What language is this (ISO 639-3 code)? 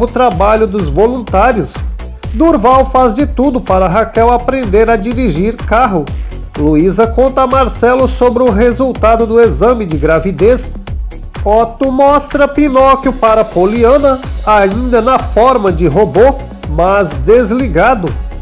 por